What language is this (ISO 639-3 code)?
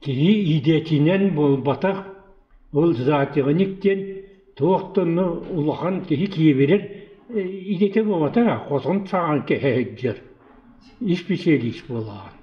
sah